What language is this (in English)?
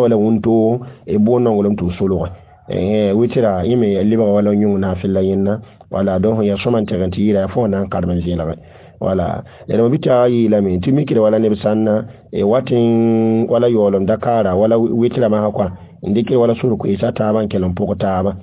Mossi